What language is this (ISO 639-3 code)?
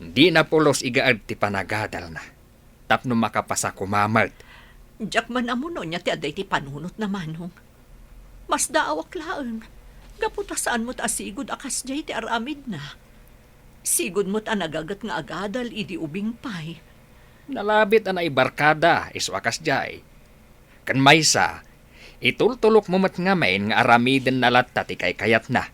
ilo